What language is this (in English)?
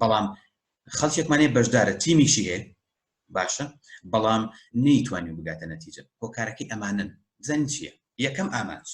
Central Kurdish